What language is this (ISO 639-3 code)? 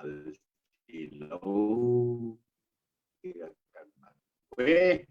cnh